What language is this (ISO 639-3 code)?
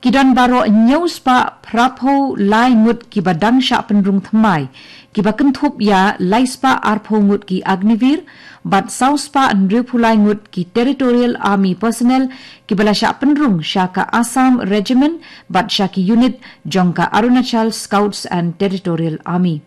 kha